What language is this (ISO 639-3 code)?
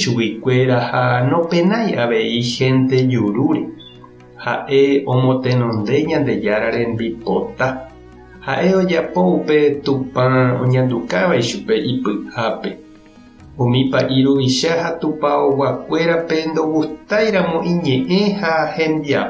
grn